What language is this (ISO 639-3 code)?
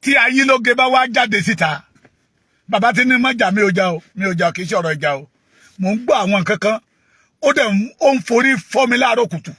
yor